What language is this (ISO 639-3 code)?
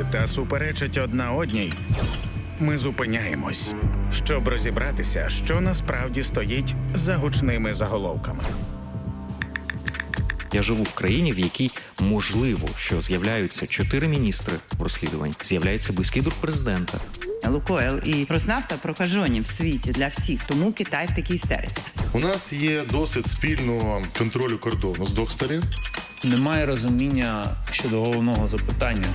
ukr